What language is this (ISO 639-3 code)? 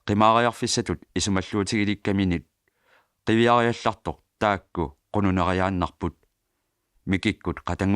kal